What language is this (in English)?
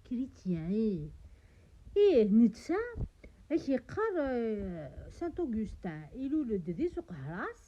Kabyle